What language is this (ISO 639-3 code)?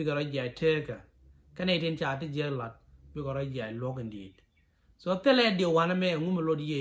nus